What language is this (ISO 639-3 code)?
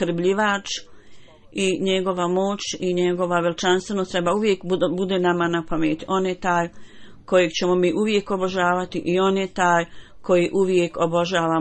bos